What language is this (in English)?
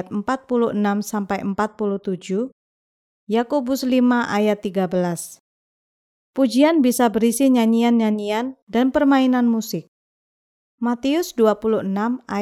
Indonesian